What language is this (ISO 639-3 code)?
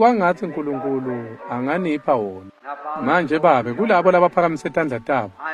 ssw